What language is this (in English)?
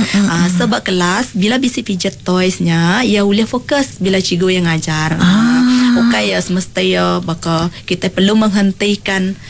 Iban